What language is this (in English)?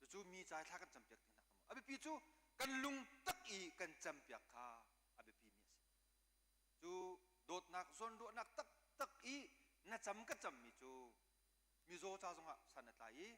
Hakha Chin